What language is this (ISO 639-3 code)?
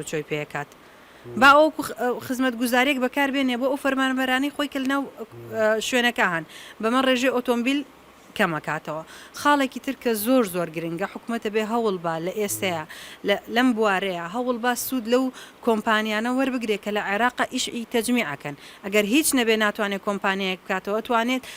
ckb